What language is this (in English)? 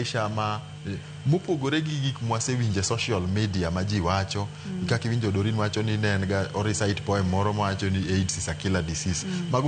Luo (Kenya and Tanzania)